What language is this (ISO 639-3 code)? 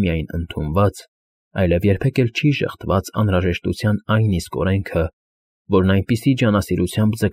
hye